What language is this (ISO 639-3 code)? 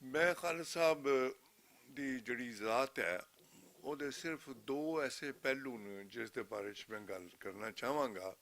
lah